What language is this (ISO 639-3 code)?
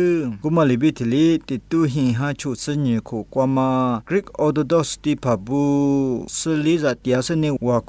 lis